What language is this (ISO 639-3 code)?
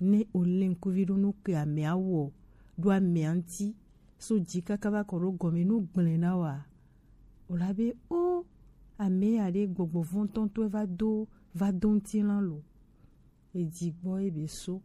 gej